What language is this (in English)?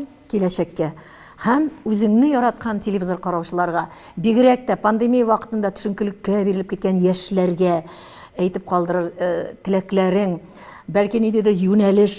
Tatar